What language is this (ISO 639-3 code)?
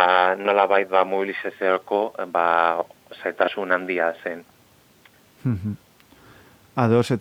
eus